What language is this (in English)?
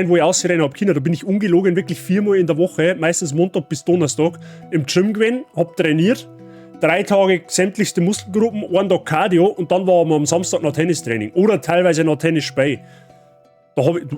Bavarian